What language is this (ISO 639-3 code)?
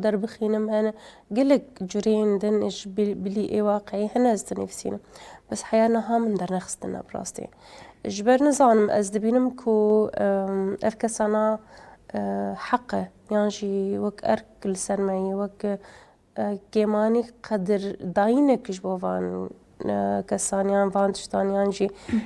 kur